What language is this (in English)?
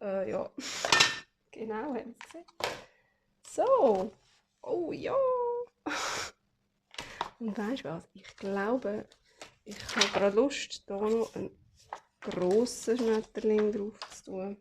Swiss German